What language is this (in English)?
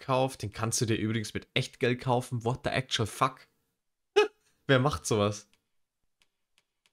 German